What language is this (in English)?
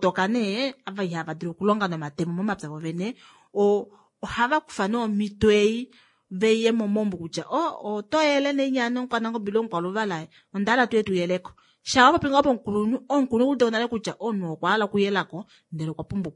Kuanyama